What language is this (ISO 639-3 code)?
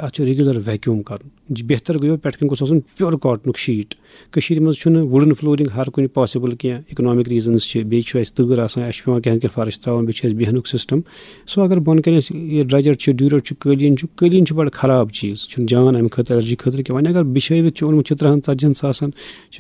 kas